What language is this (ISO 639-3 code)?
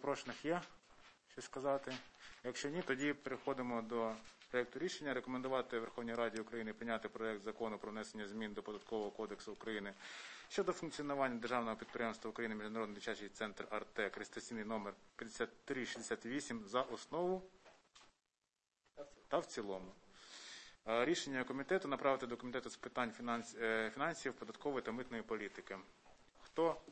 ukr